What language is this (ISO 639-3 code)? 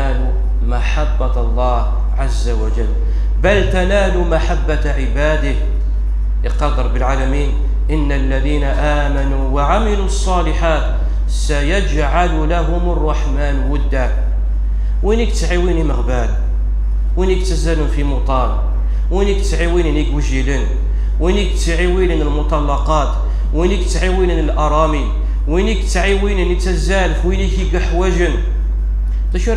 kab